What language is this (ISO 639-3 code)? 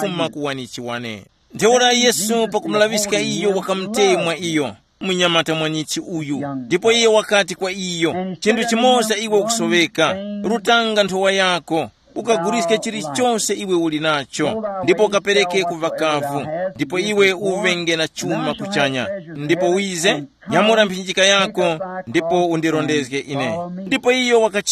tum